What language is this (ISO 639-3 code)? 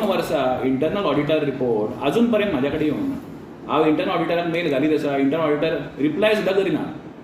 kok